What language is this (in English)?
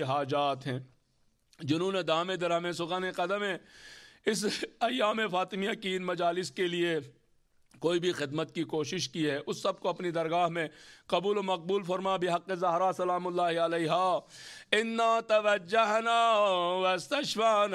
Urdu